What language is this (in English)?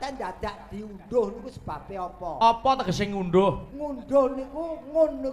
Javanese